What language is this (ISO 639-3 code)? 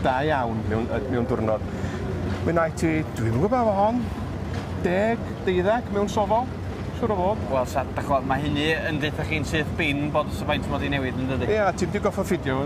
cym